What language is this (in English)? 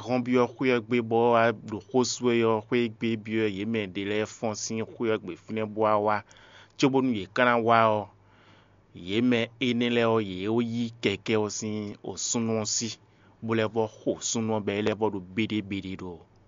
Fon